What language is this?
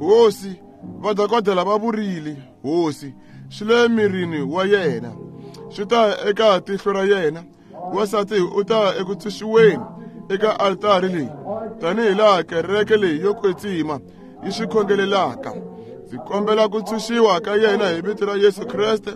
Tsonga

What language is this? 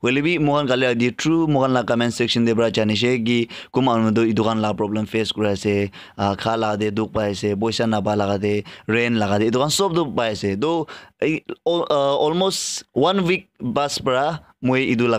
Naga Pidgin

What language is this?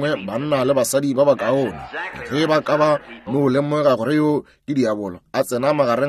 Northern Sotho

